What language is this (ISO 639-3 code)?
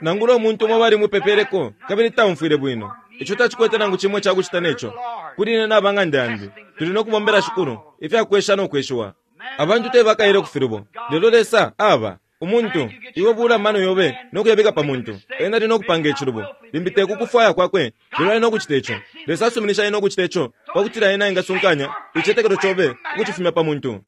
bem